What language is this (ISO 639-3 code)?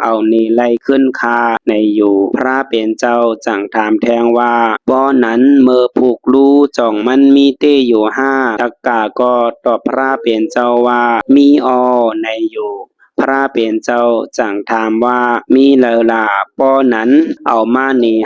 shn